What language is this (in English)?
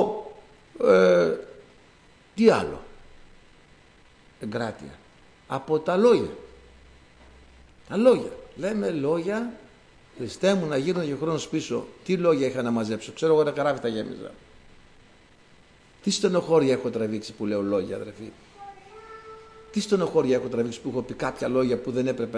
Greek